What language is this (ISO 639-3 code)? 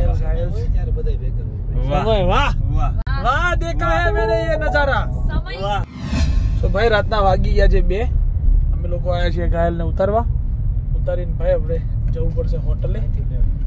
guj